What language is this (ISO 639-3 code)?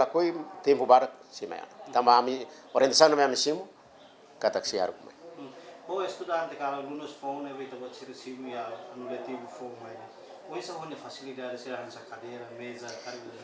tet